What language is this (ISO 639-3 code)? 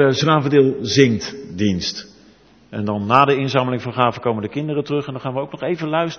nld